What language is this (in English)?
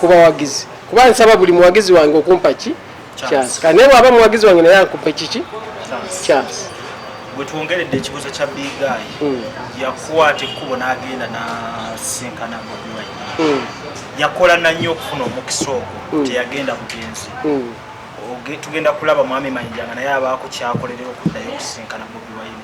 Ganda